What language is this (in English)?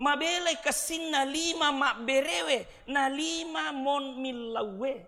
Buginese